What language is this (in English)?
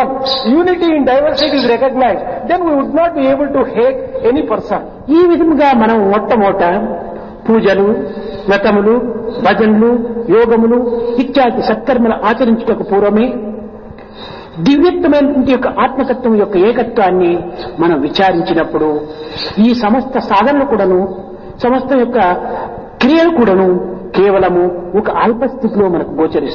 Telugu